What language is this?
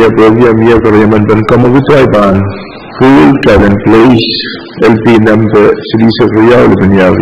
Pohnpeian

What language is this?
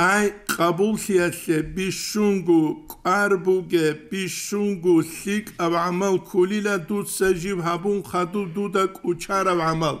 Avaric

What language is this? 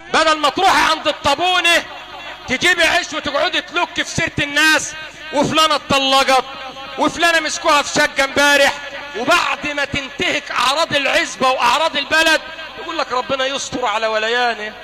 Egyptian Arabic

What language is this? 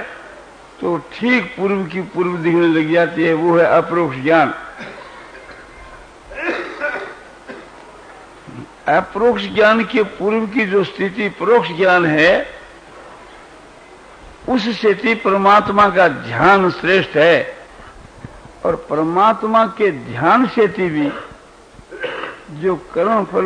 Hindi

